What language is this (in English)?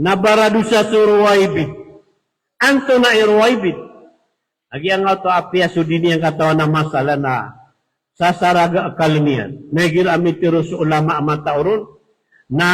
Maranao